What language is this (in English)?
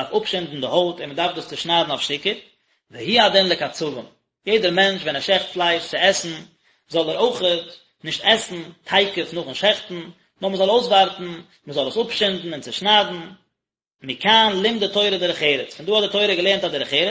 Yiddish